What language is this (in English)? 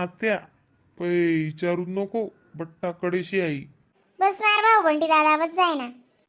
Khandesi